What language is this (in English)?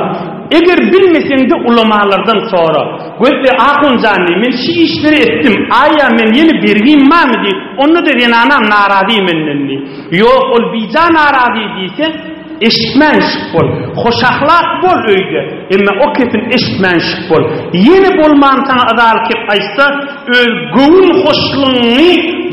Turkmen